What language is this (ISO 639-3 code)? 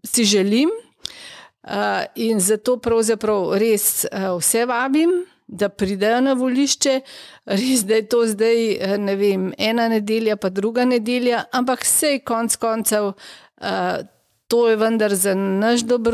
slv